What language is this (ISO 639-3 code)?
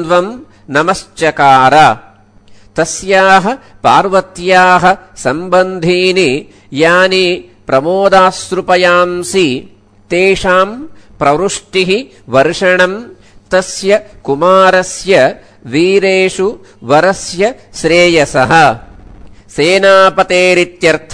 san